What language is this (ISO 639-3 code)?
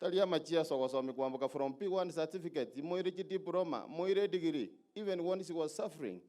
guz